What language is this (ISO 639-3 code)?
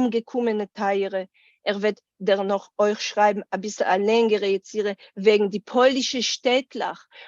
yid